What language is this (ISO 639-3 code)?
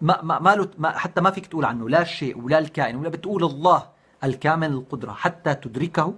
apc